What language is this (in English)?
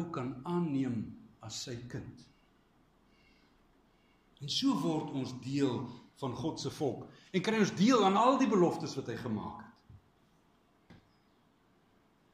Afrikaans